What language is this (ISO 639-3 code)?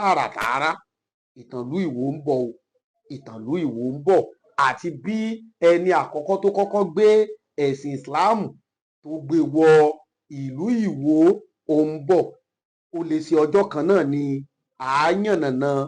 yor